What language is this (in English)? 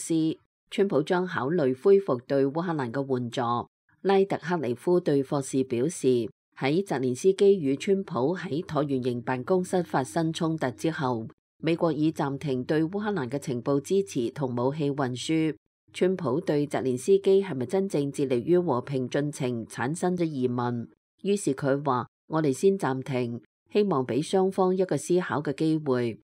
Cantonese